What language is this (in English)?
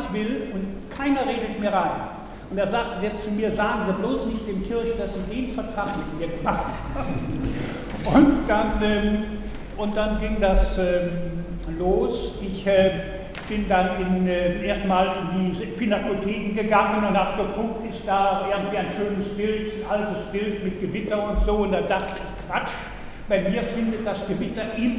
German